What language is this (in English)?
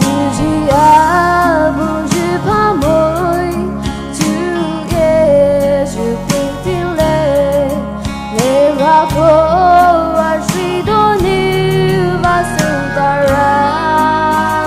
Poumei Naga